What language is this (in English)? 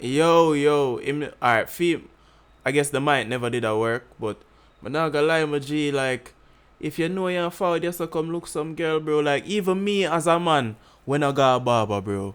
Jamaican Creole English